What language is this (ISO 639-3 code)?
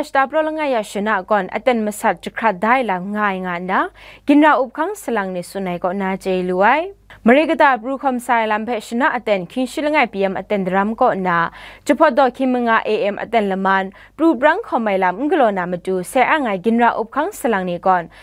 kac